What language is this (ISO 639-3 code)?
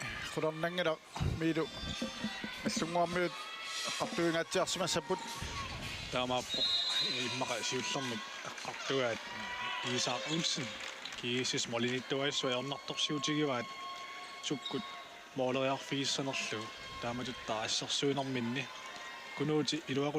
kal